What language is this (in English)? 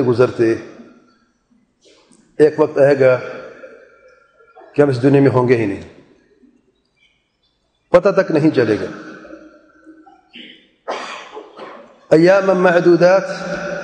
Urdu